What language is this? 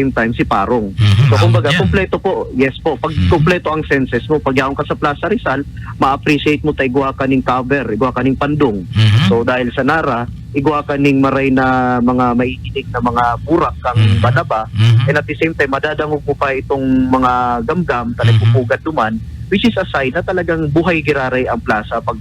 Bikol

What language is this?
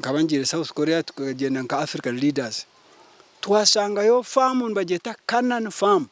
Nyankole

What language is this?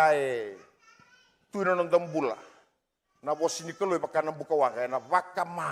Fijian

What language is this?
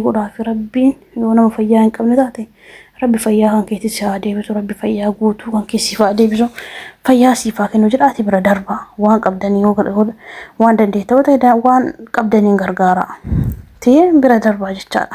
Oromo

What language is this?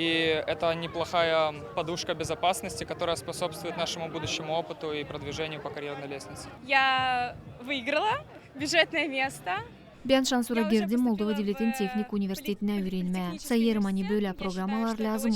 Gagauz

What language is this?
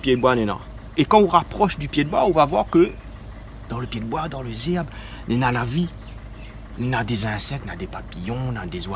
Réunion Creole French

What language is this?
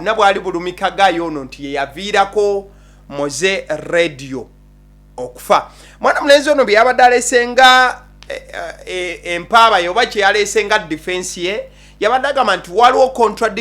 Ganda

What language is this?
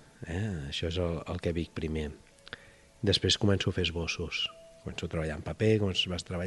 Catalan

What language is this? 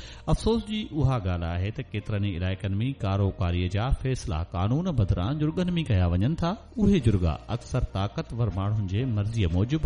Sindhi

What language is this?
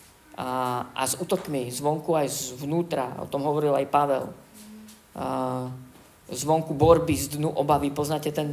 Slovak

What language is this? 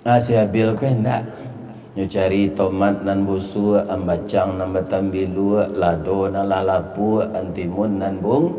Minangkabau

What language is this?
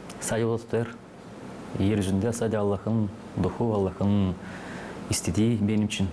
Gagauz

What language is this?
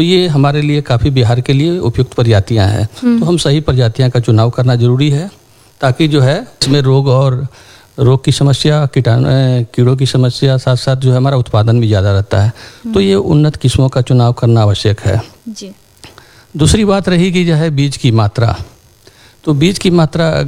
Hindi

